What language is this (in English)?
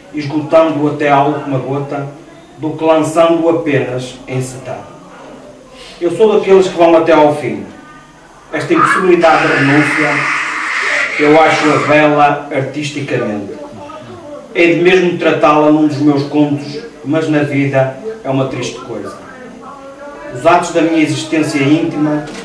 Portuguese